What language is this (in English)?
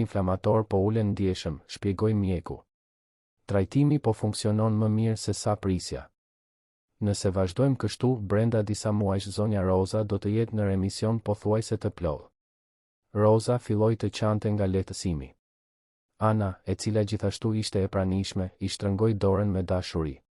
Albanian